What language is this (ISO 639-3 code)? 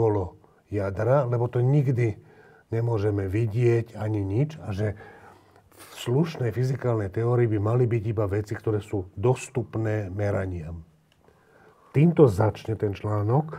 slk